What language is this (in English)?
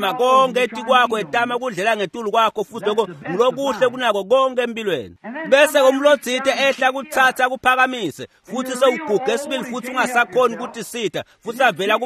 Swati